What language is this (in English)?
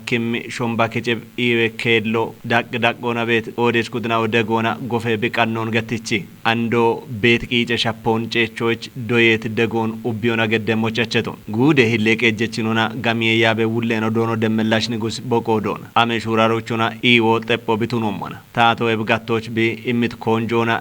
Kafa